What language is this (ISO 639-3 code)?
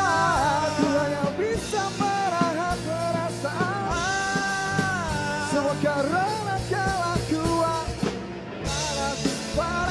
ind